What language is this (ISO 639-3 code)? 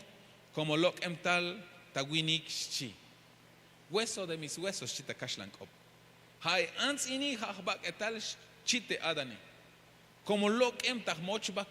tzh